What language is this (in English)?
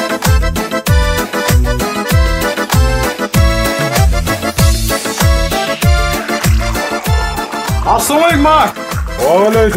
Kazakh